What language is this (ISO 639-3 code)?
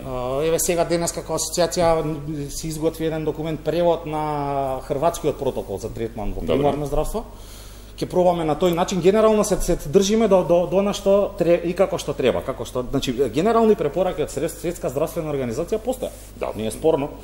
mkd